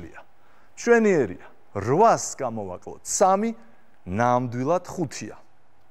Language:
Georgian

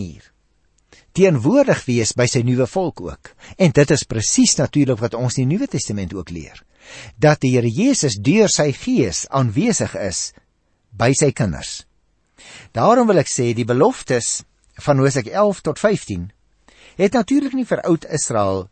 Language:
Afrikaans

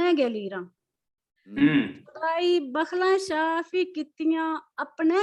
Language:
Dogri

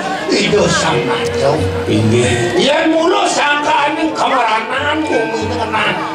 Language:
Balinese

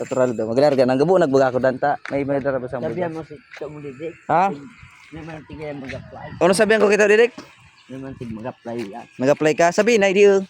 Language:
Bikol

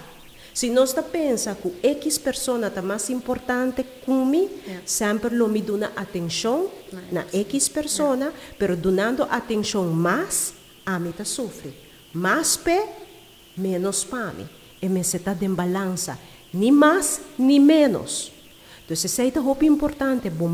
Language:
Papiamento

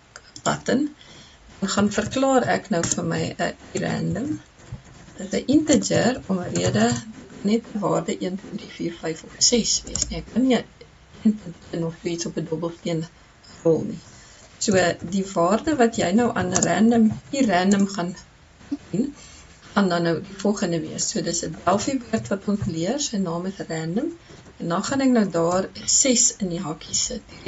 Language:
Afrikaans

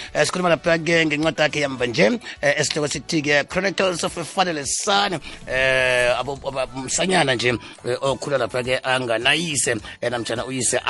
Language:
South Ndebele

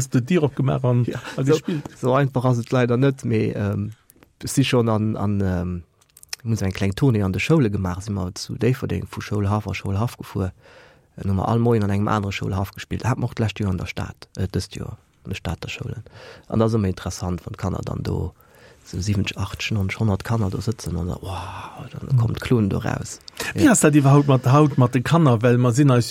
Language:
Luxembourgish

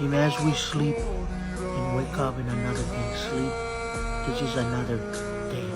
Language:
Marshallese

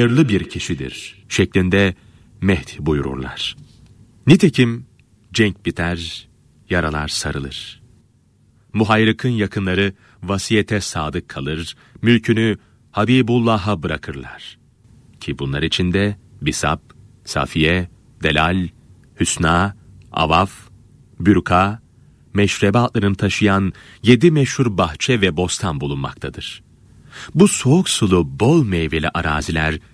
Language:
Turkish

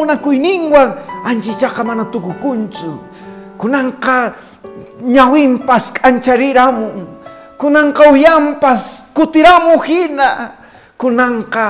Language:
Quechua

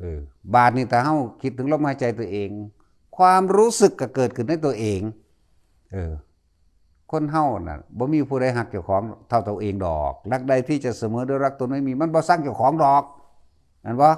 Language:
Northeastern Thai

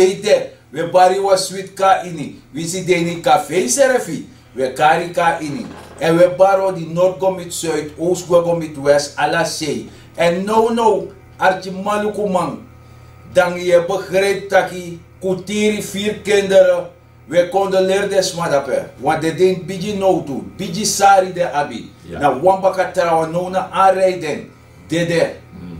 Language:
Sranan Tongo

